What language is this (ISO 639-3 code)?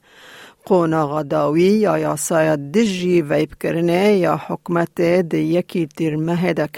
kur